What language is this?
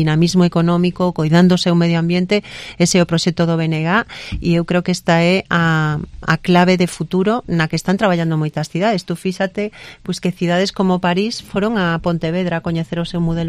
Galician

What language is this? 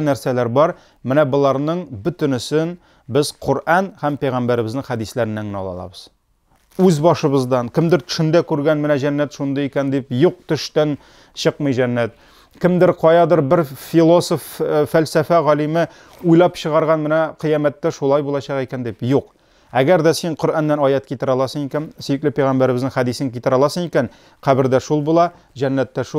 Tatar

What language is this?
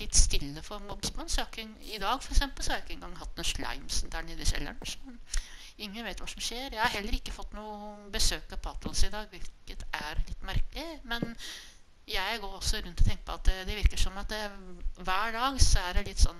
Norwegian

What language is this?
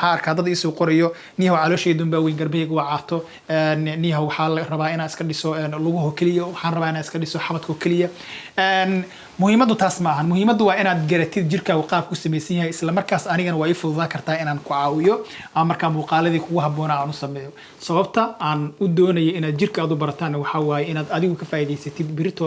Somali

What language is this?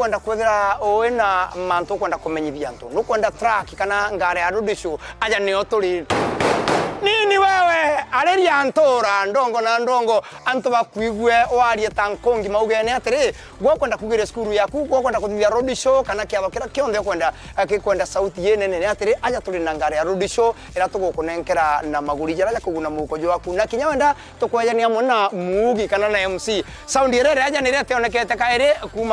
Meru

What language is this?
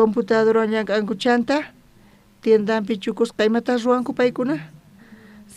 South Bolivian Quechua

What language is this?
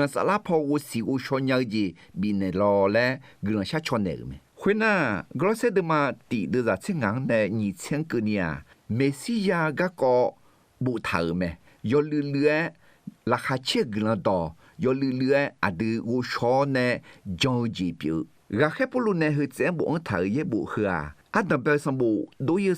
Akha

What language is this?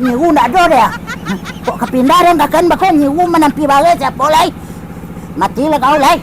Minangkabau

